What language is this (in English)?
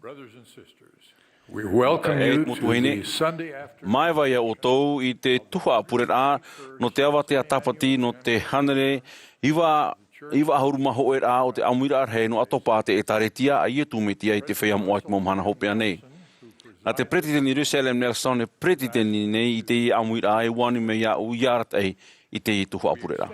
Tahitian